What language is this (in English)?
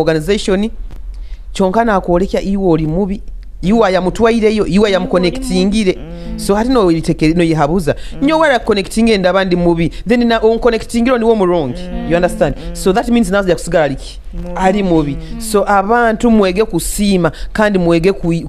Nyoro